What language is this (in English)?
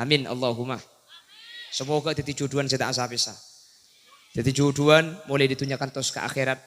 Madurese